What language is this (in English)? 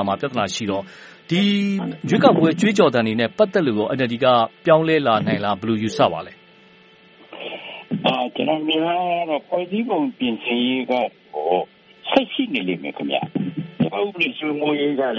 Burmese